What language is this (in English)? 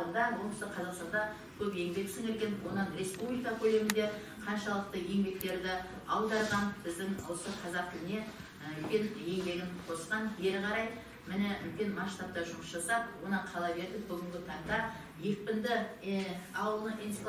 Kazakh